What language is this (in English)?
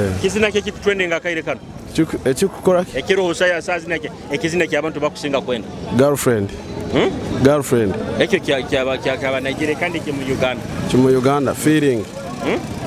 Nyoro